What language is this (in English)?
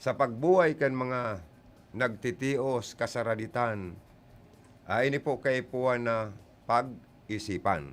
Bikol